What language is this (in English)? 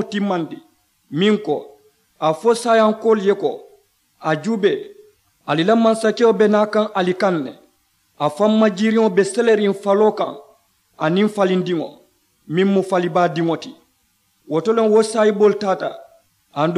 Mandingo